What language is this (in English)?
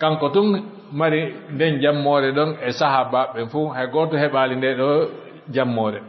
Fula